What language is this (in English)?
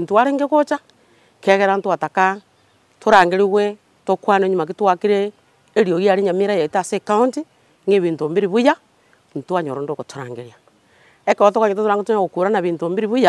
Gusii